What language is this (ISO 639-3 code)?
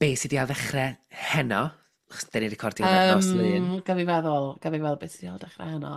cym